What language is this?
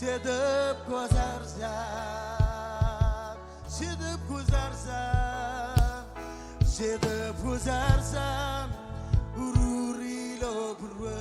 Marshallese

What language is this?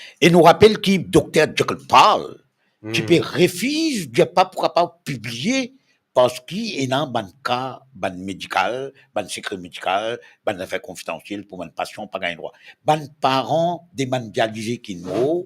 Morisyen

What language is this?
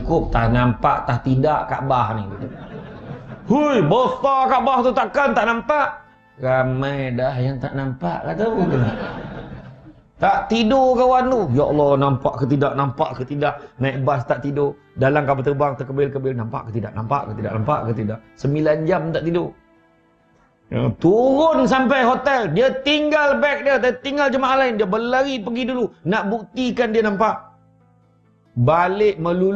Malay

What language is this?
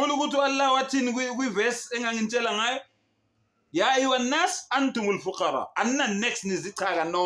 Zulu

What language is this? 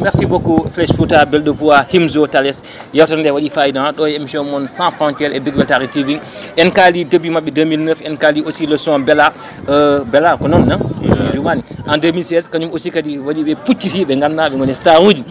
Fula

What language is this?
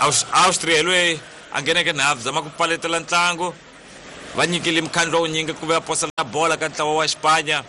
Tsonga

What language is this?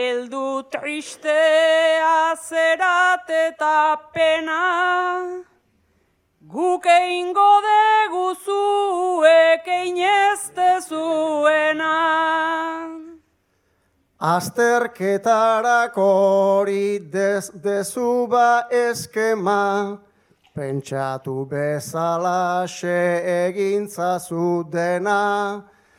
Basque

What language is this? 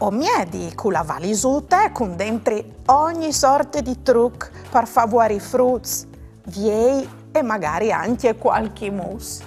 Friulian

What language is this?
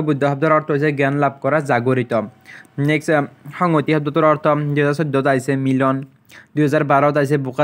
Assamese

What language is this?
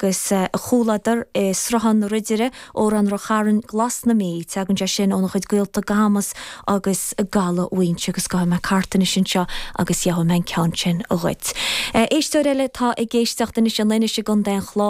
Irish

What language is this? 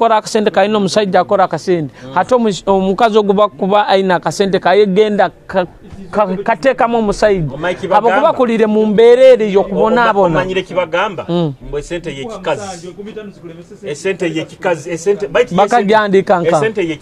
Nyoro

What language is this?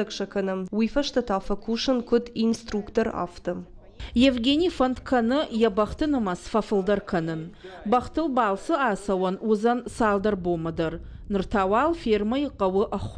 Ossetic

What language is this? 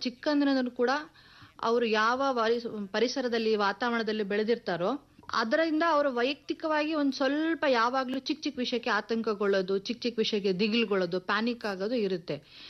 Kannada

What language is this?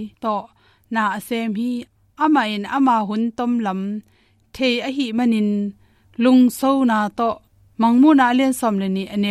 Tedim Chin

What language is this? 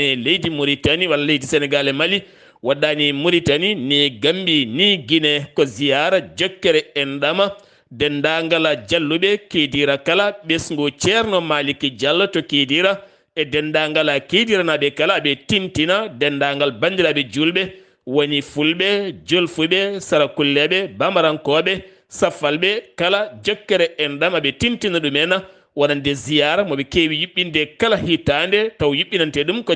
Fula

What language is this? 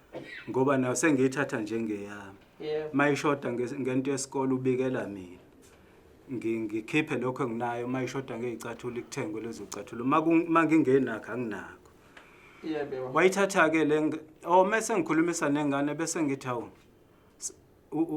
Zulu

